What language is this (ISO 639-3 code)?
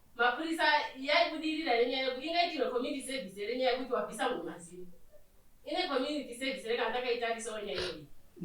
sna